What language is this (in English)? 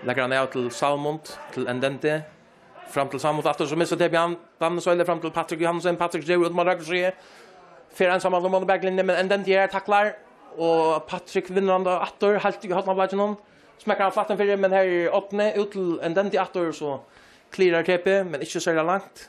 Faroese